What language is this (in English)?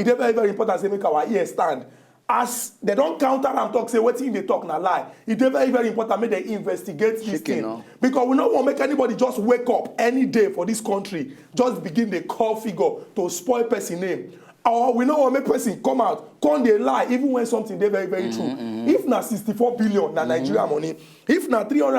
Nigerian Pidgin